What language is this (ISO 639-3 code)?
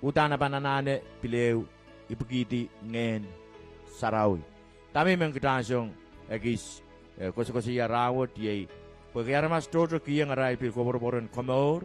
pon